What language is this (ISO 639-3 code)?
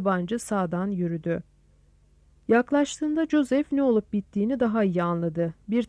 tur